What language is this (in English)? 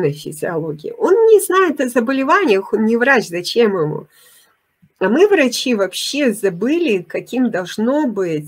Russian